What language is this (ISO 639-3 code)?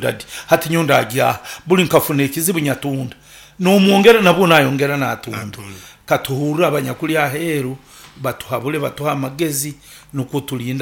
nyn